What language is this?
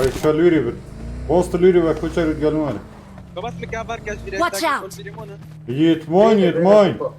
Kurdish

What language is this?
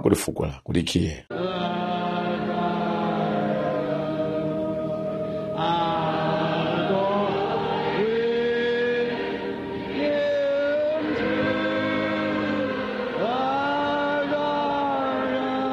Swahili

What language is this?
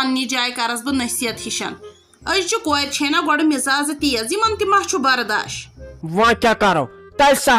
Kashmiri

